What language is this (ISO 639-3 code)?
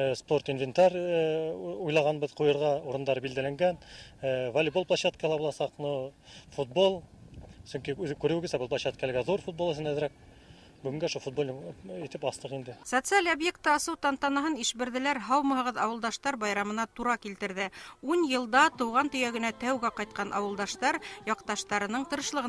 bak